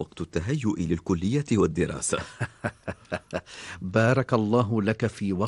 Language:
Arabic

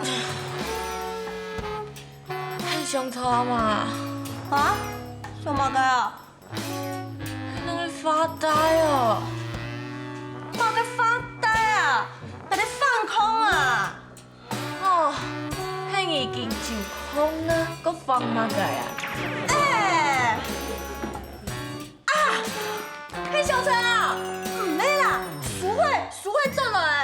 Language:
Hakka Chinese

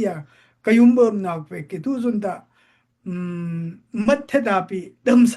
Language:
Daai Chin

